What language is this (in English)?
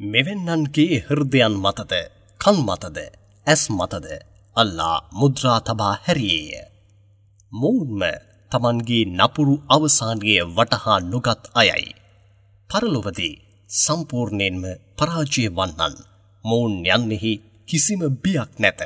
Sinhala